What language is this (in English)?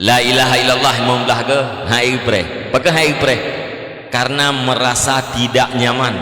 Achinese